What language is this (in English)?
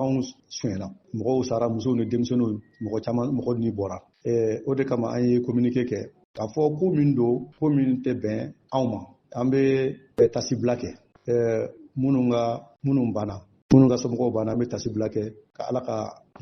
Bambara